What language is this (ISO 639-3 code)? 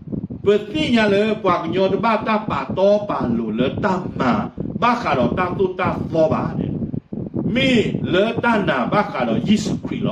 ksw